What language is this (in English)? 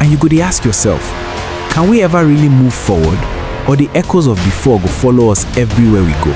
Nigerian Pidgin